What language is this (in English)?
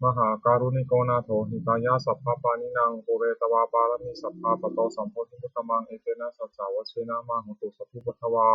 Pali